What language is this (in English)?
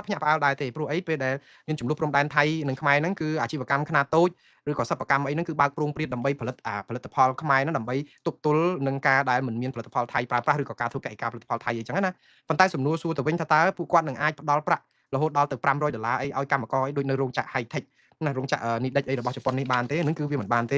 Khmer